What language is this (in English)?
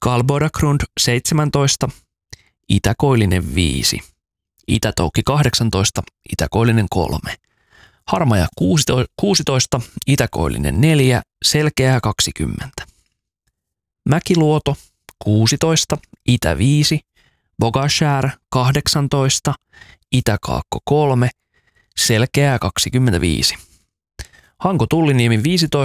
Finnish